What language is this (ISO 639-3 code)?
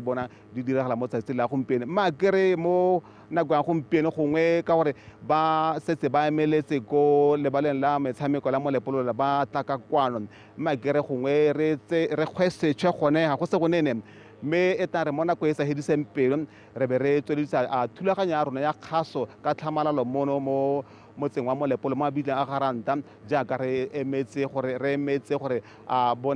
tsn